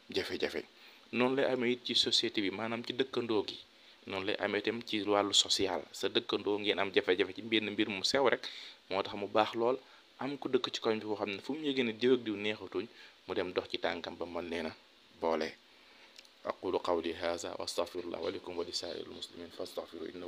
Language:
Wolof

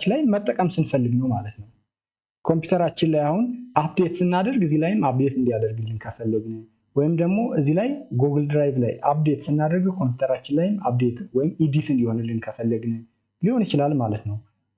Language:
Amharic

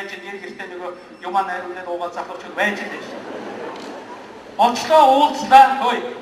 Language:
Mongolian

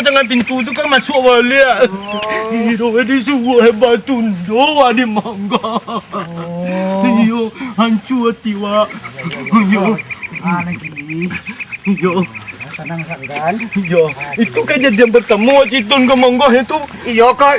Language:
Minangkabau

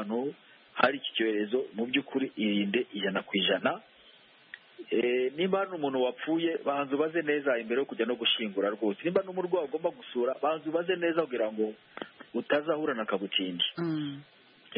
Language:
Kinyarwanda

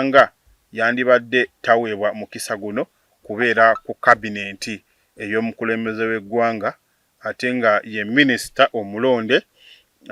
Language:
Ganda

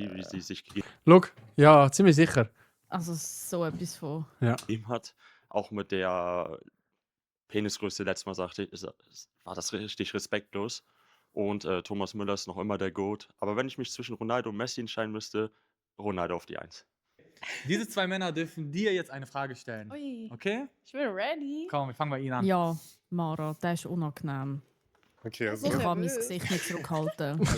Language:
Swiss German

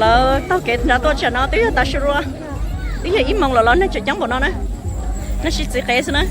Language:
Hmong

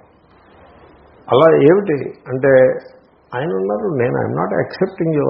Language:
Telugu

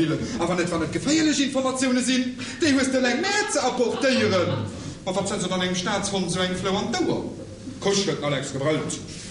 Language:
Luxembourgish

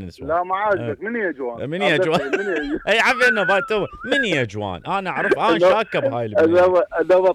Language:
Mesopotamian Arabic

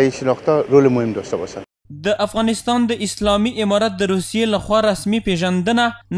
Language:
Pashto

